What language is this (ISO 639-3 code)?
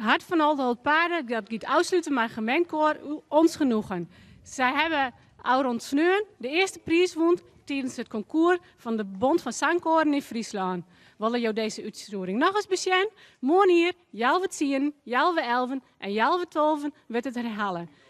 fry